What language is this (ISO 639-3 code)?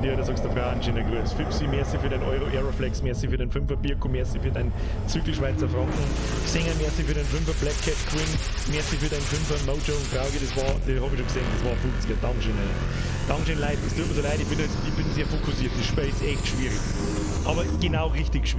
bar